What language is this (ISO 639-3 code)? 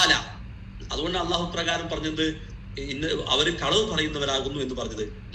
mal